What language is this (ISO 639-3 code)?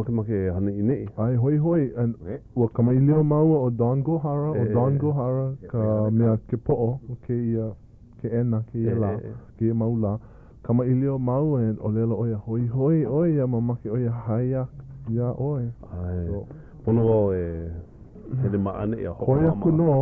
haw